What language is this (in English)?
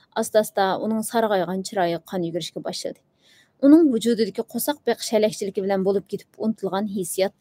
Uyghur